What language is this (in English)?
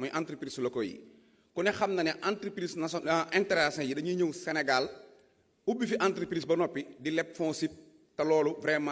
Wolof